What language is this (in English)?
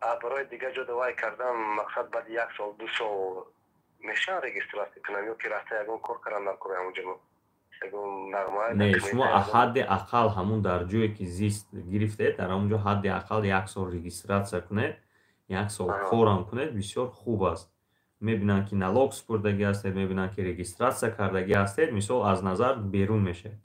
Tajik